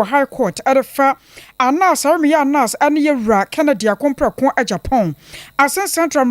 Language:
Akan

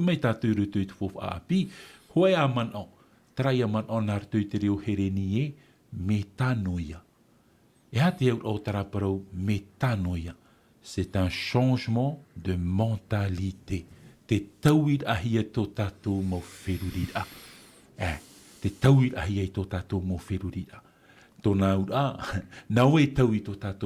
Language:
Tahitian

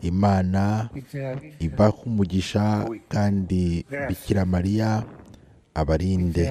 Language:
Kinyarwanda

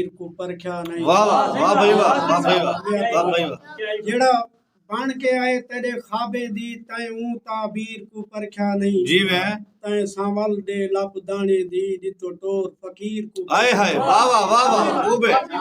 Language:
Saraiki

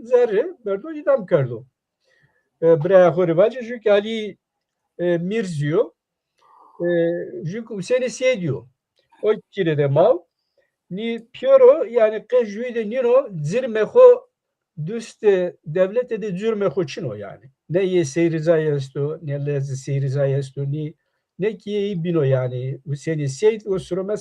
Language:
Zaza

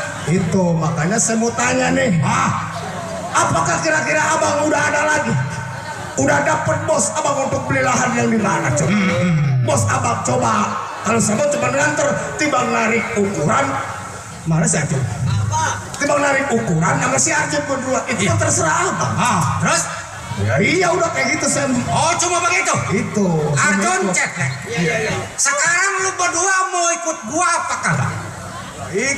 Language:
Betawi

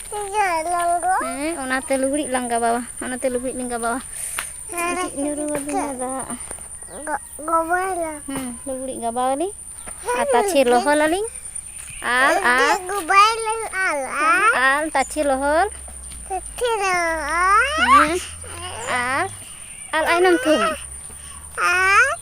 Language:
Santali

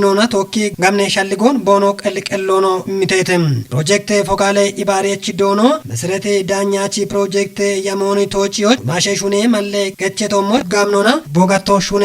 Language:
Kafa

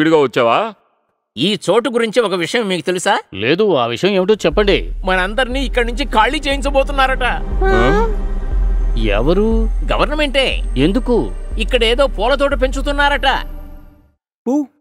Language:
Telugu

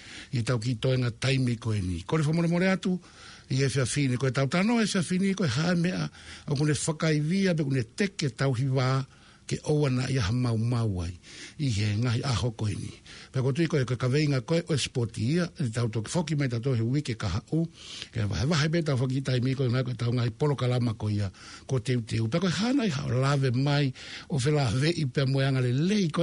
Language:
Tongan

